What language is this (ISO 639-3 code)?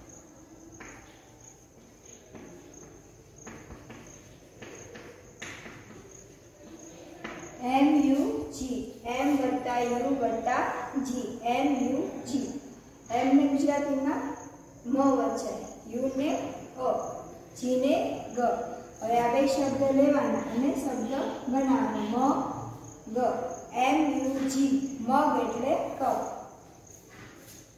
guj